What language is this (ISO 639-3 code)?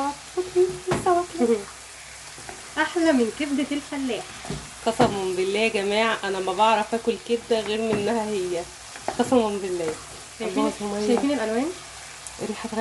arz